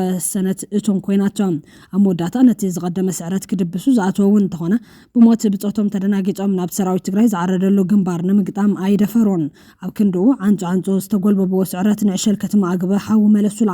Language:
Tigrinya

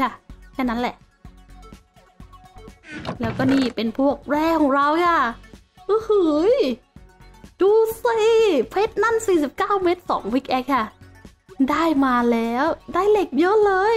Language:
Thai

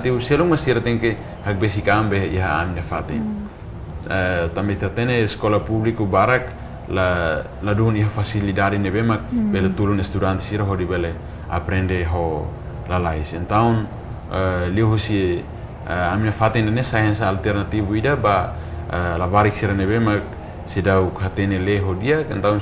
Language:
Tetum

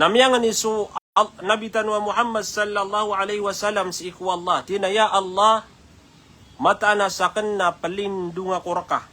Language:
Maranao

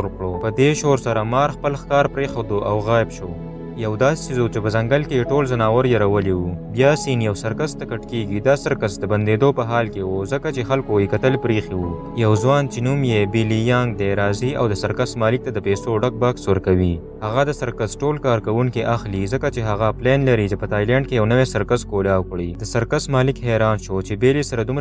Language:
Pashto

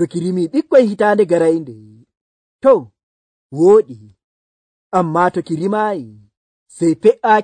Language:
Nigerian Fulfulde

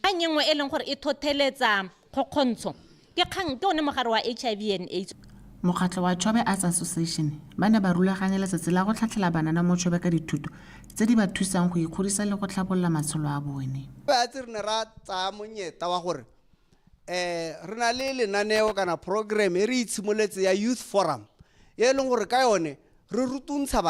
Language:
Tswana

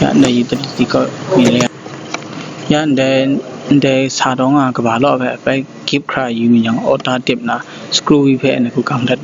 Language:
Kachin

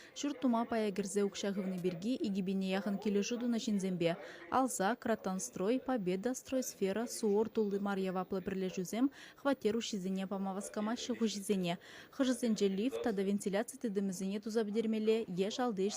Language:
Chuvash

